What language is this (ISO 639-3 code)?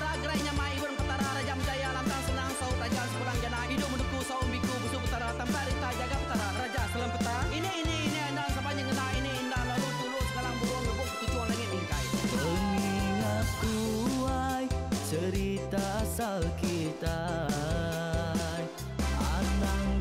iba